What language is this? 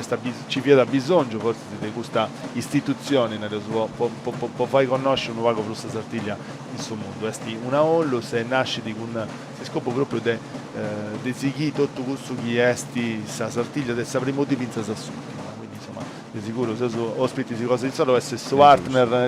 Sardinian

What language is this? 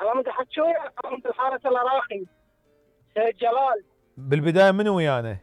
Mesopotamian Arabic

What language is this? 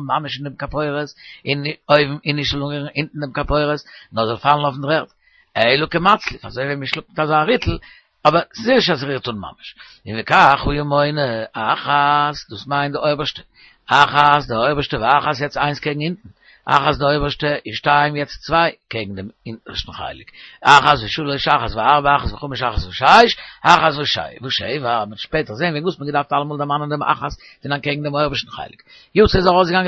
Yiddish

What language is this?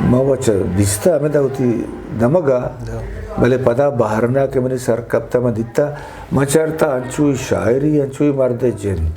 Eastern Balochi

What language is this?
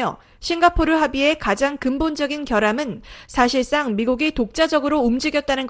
Korean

